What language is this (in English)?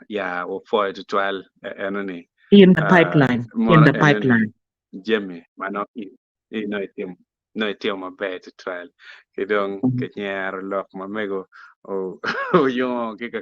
Acoli